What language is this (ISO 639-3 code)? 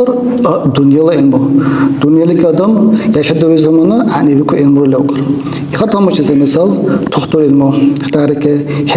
dar